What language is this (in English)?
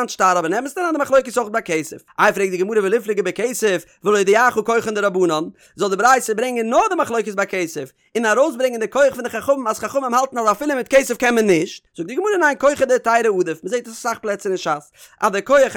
Yiddish